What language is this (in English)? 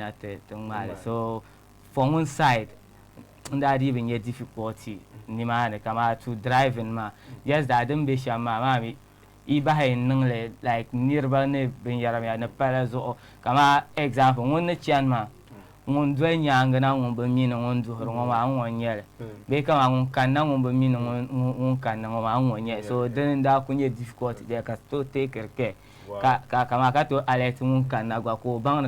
Dagbani